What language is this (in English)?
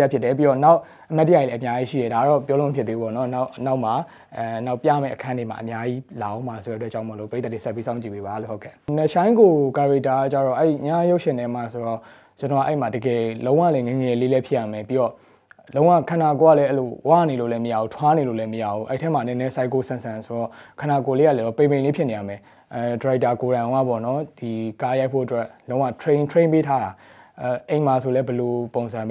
Burmese